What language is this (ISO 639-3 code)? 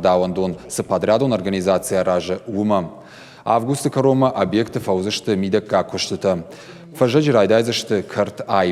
oss